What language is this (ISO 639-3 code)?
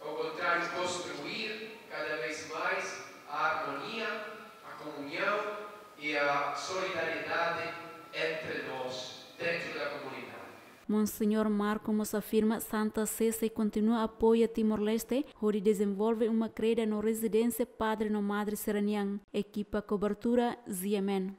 tet